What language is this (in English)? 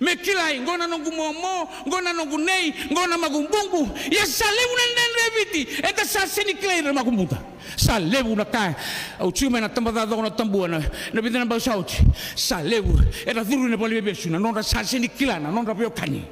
Fijian